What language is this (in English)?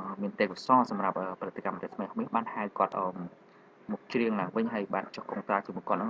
Khmer